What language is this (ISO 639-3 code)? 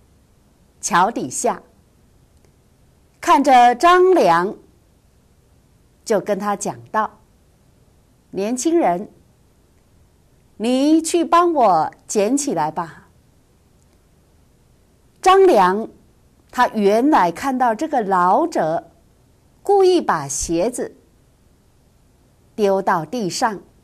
zho